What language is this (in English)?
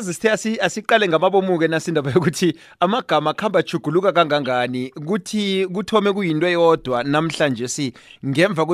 South Ndebele